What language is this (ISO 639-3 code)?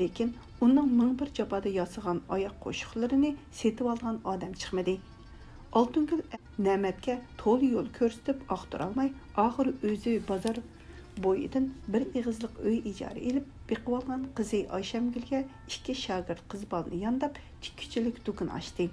uig